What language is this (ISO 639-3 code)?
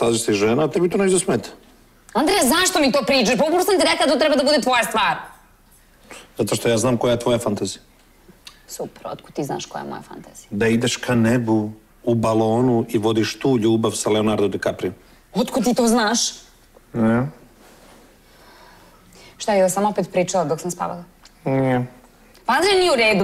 srp